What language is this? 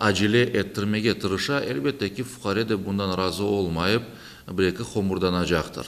Crimean Tatar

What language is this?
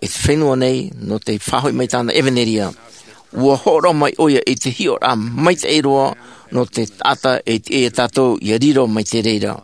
Tahitian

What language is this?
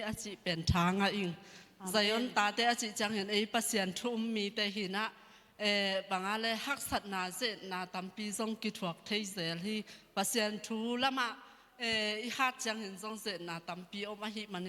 Tedim Chin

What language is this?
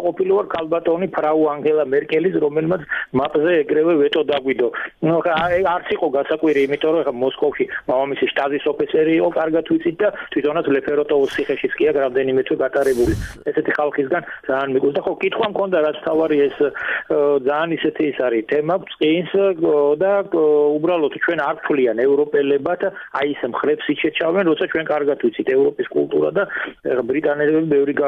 Georgian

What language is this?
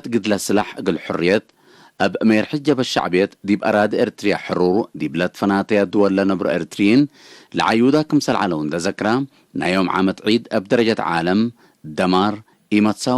Tigre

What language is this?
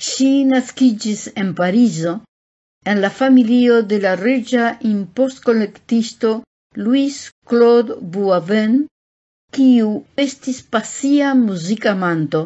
Esperanto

